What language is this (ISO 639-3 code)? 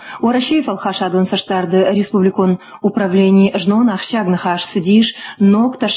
oss